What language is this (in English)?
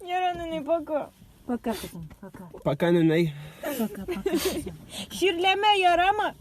Tatar